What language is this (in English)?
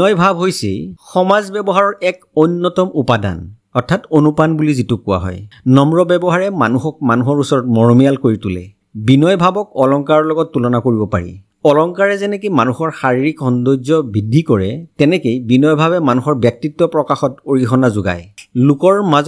Assamese